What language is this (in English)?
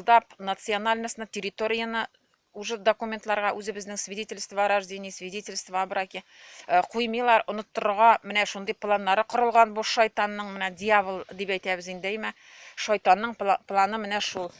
Tatar